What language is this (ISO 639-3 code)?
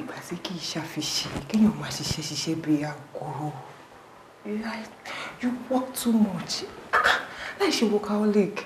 yor